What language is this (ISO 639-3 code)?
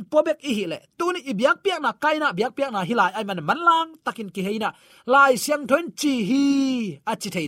ctd